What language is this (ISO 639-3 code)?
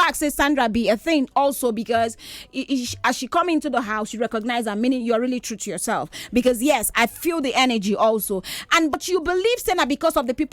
pcm